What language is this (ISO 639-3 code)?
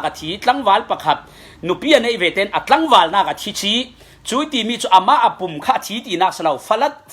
cfm